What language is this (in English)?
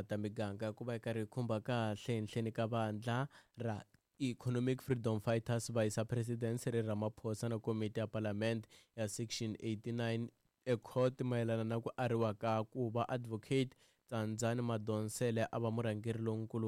Tsonga